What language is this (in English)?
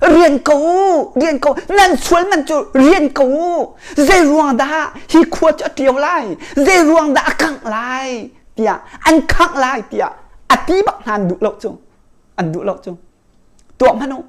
Hakha Chin